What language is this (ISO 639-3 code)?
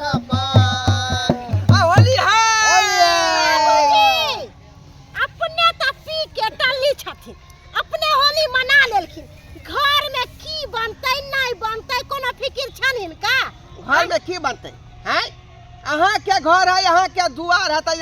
mai